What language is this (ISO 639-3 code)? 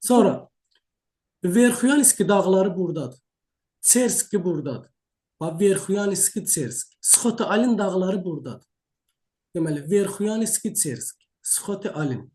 aze